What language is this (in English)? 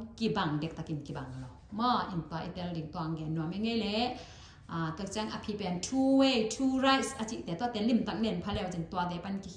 Tedim Chin